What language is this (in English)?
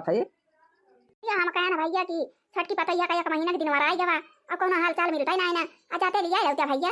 Awadhi